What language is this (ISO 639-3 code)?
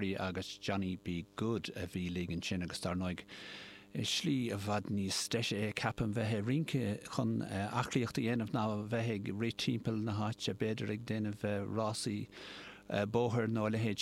gle